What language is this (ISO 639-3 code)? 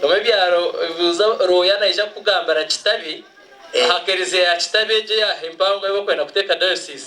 nyn